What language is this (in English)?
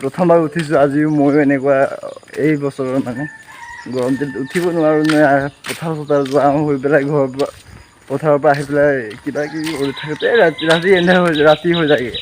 Assamese